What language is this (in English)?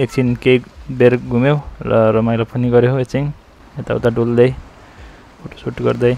Nepali